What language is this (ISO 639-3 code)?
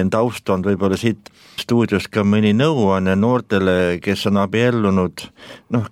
est